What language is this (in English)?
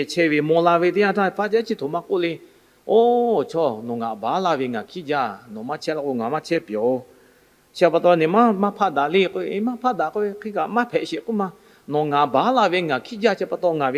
Lahu